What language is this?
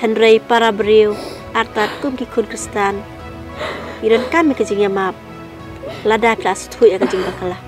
Khasi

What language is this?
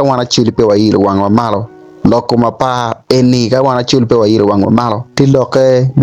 Acoli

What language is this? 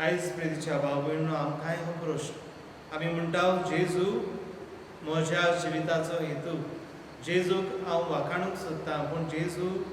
Konkani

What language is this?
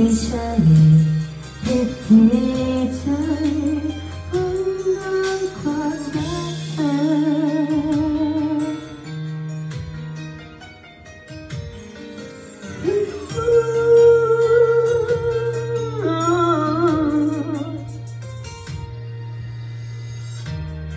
Thai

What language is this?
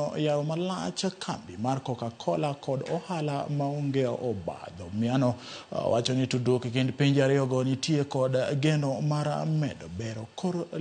Luo (Kenya and Tanzania)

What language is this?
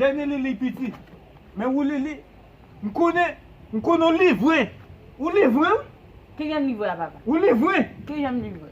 Haitian Creole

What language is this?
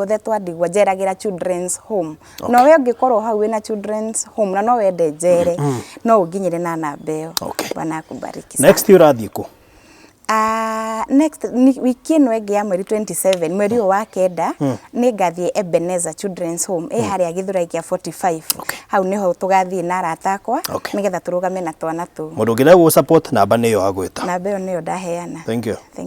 Kikuyu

